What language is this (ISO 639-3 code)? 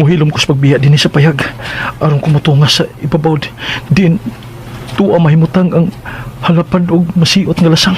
ceb